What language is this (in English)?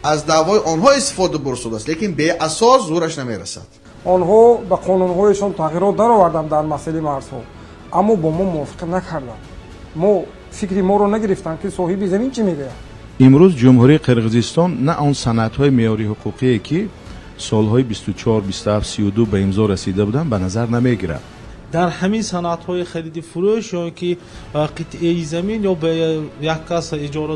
Tajik